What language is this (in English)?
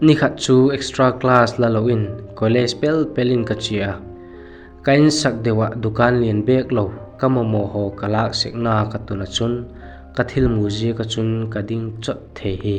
Vaiphei